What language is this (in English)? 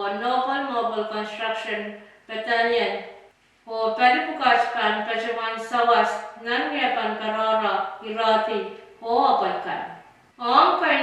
Pohnpeian